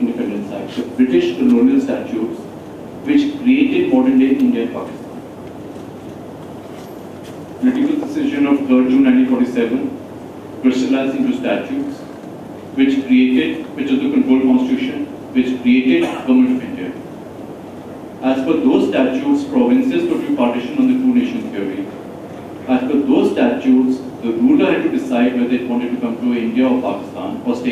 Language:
English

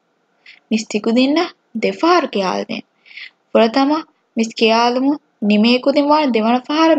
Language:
Divehi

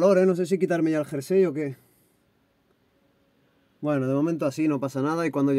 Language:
Spanish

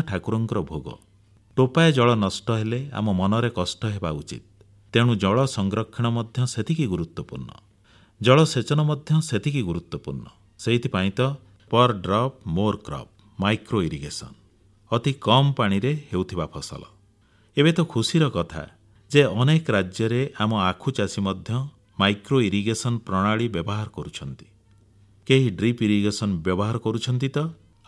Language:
Odia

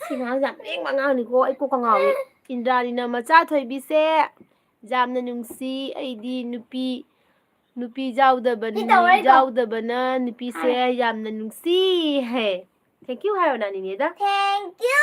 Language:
Manipuri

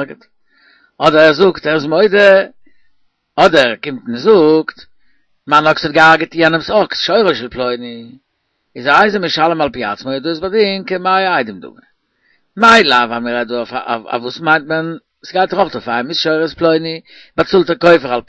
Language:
Yiddish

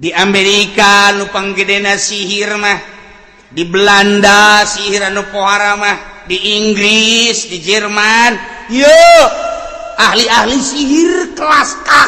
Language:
Sundanese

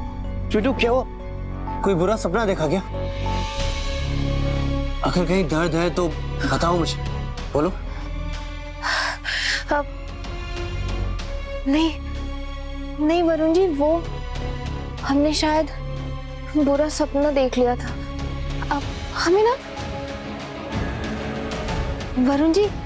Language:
Hindi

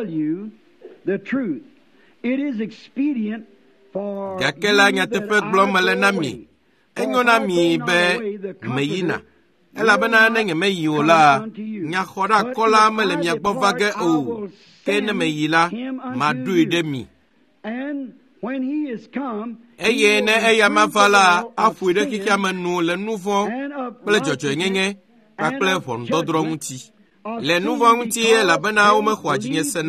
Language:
Ewe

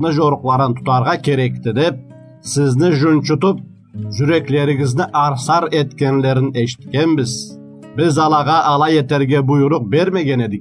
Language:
Karachay-Balkar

